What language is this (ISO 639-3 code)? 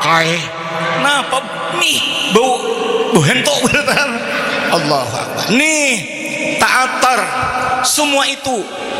bjn